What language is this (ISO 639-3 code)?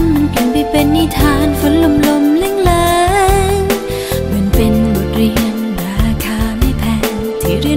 tha